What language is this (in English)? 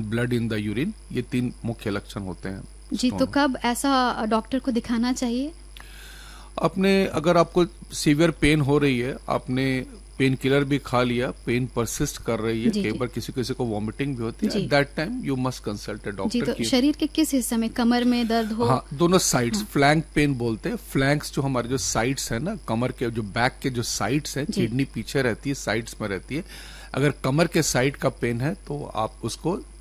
Hindi